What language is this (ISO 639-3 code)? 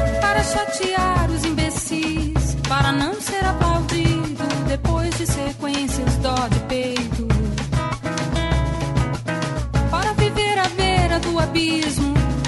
por